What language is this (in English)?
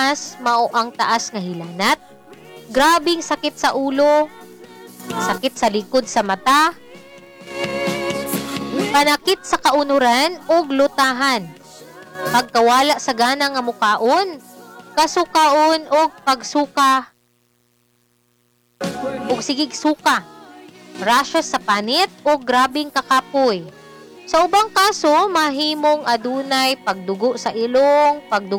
Cebuano